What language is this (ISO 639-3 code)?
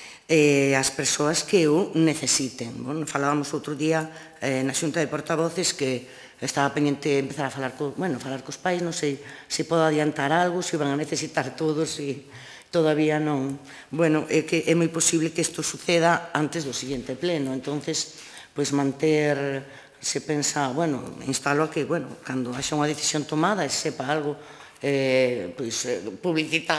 glg